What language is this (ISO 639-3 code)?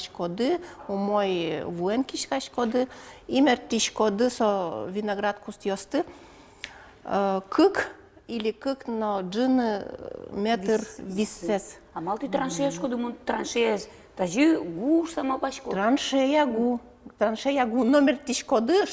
udm